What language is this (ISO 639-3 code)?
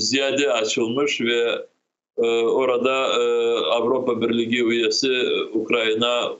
crh